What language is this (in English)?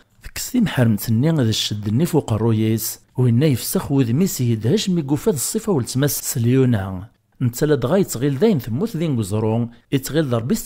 Kabyle